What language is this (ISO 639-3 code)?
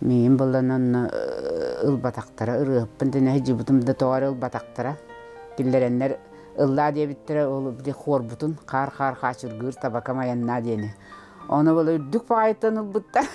sah